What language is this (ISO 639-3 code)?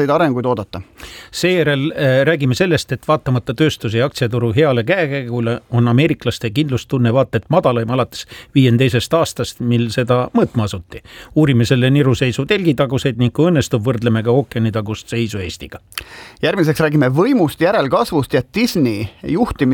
est